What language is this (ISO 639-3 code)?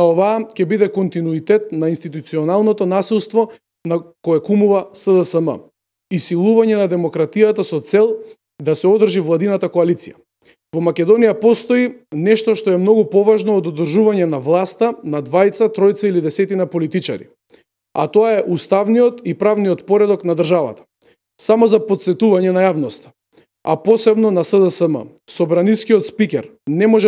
mkd